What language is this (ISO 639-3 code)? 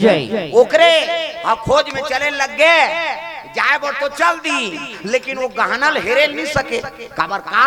hne